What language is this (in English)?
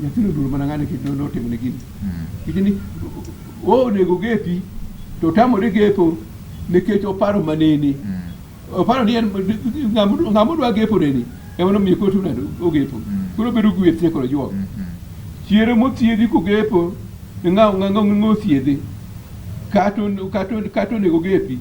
Luo (Kenya and Tanzania)